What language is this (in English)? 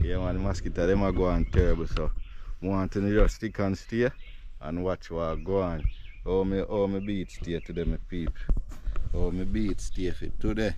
Jamaican Creole English